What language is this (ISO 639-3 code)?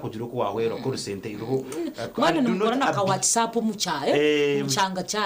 nyn